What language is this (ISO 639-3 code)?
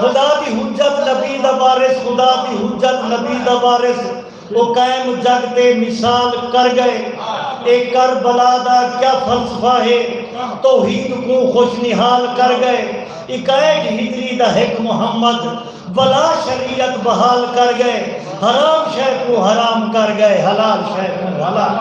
skr